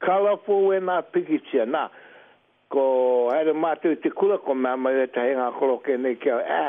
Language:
Māori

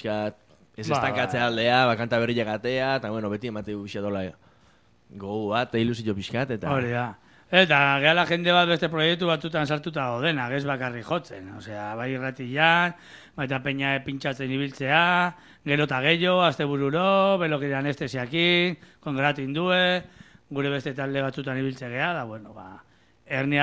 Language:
Basque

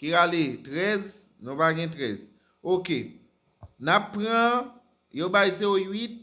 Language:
Haitian Creole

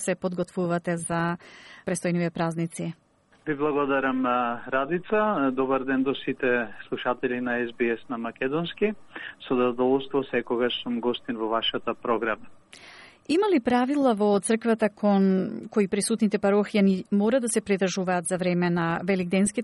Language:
Macedonian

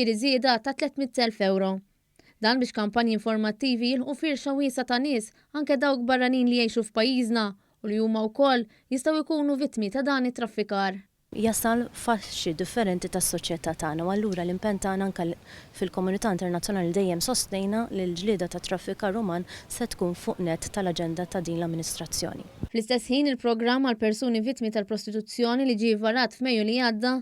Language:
Maltese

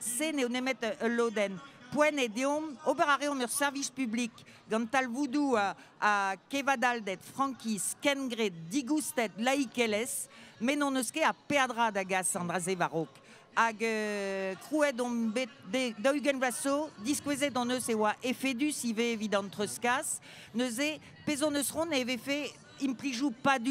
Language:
Breton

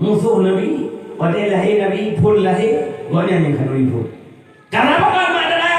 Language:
Achinese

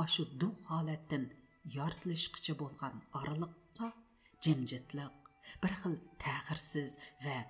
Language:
Uyghur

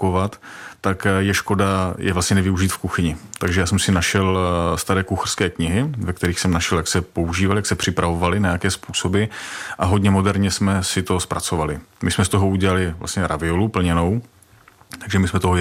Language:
Czech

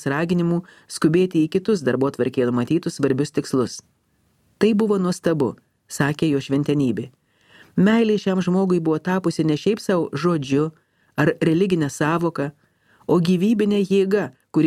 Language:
Lithuanian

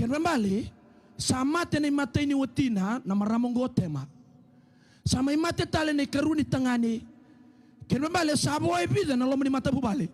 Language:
Fijian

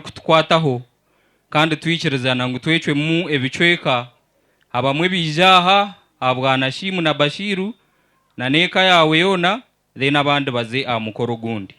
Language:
Nyankole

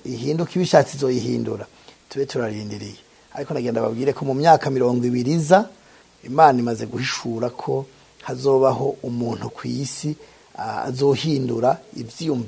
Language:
Rundi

